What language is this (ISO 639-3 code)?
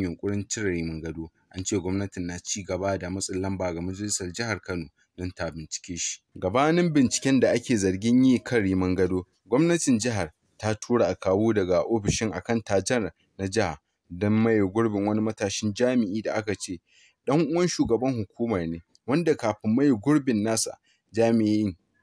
hau